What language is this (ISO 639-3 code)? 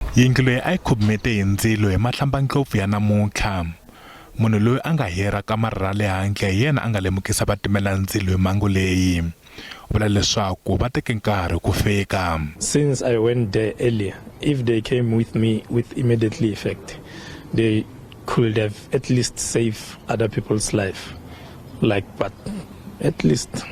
tso